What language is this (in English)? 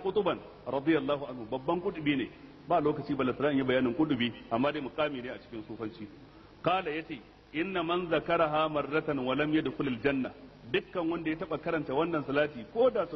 Hausa